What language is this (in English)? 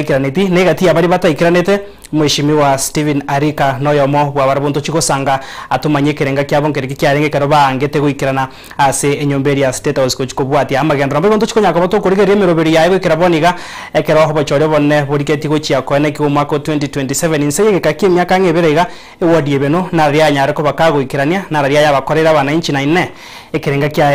Gusii